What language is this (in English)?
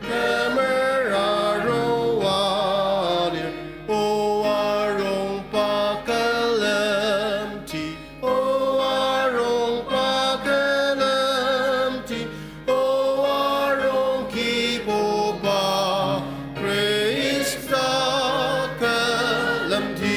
Ao Naga